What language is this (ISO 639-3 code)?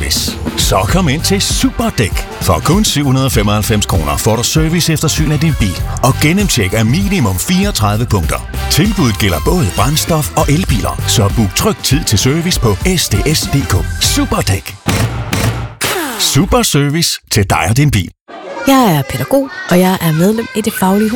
dan